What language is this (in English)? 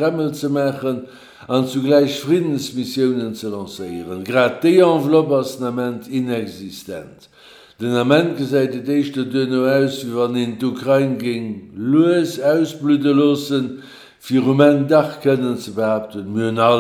Luxembourgish